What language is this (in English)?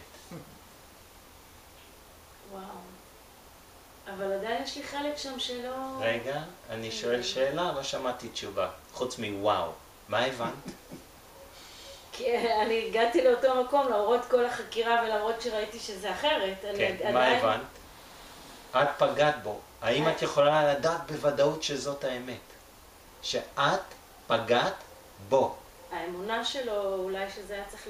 Hebrew